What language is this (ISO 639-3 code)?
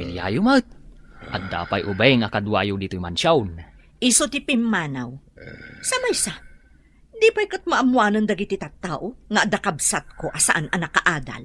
ilo